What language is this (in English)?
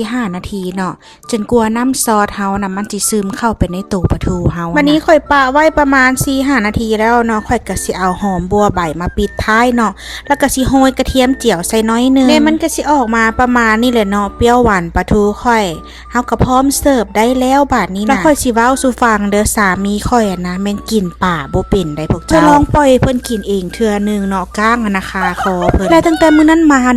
Lao